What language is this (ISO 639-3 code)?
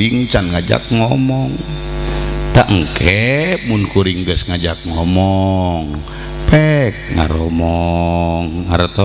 sun